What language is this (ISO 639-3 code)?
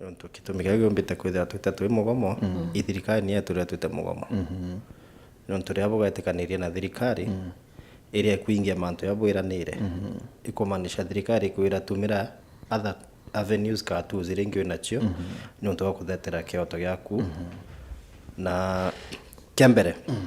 mer